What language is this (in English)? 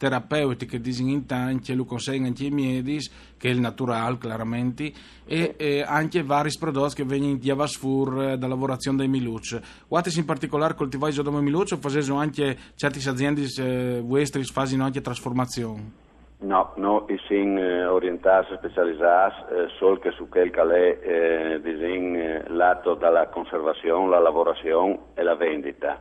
Friulian